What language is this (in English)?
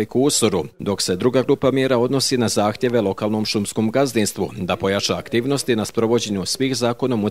Croatian